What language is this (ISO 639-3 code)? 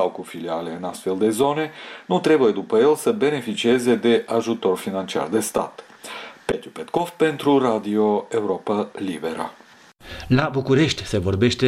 ron